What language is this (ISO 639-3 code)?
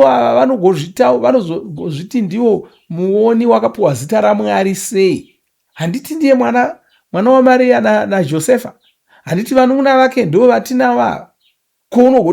sna